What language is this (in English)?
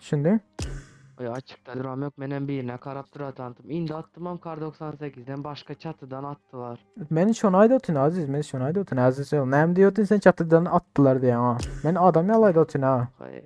Turkmen